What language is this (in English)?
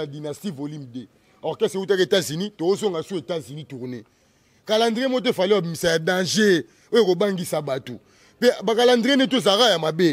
Lingala